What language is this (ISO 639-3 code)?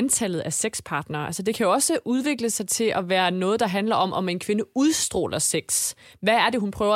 dan